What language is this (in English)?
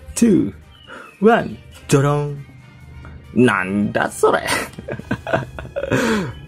Indonesian